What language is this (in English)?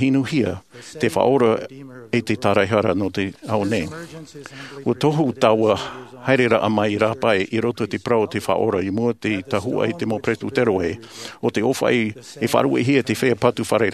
Tahitian